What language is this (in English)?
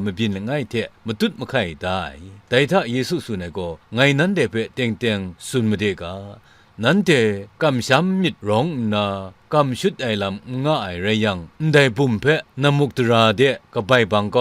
Kachin